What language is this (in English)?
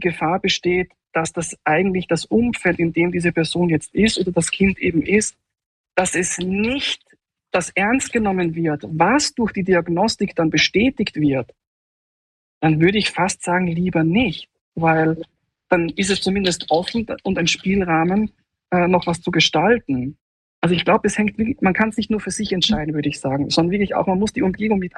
German